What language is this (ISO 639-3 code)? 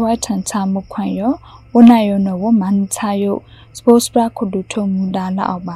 mya